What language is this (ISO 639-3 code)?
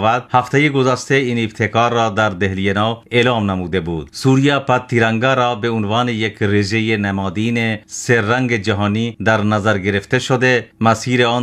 fas